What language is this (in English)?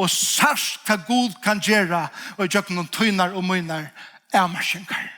Faroese